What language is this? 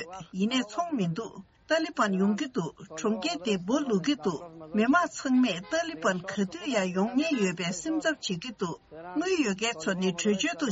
Tibetan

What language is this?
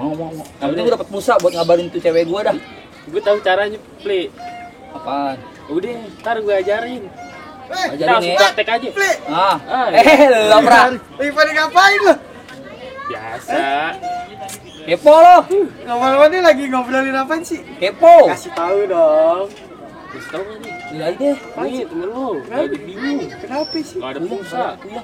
Betawi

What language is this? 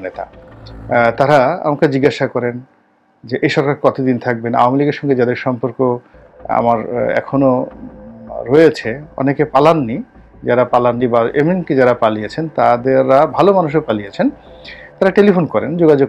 Bangla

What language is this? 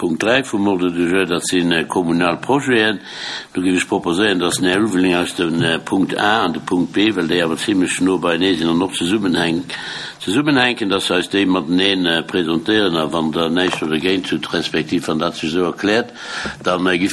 Luxembourgish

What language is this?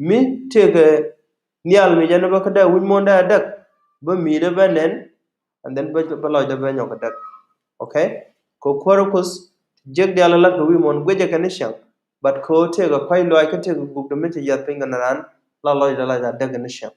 Nuer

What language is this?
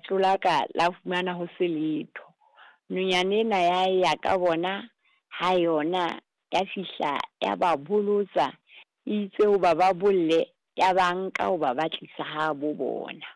Southern Sotho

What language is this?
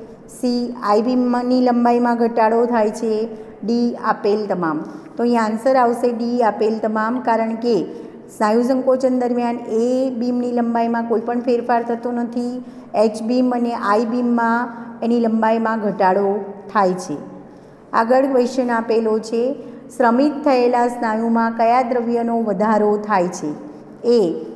Gujarati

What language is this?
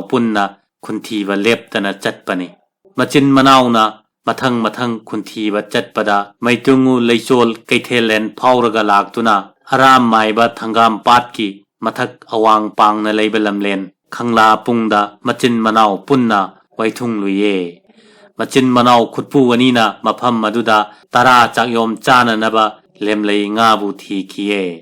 Manipuri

